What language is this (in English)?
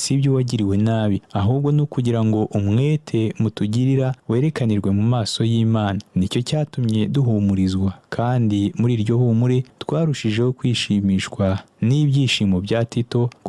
Kinyarwanda